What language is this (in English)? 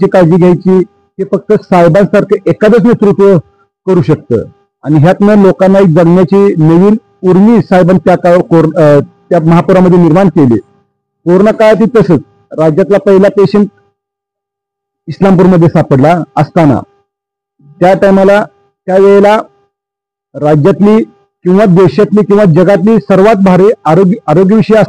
Marathi